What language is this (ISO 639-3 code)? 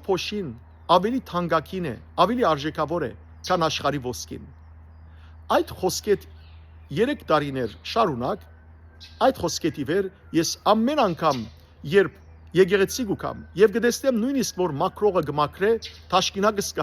hyw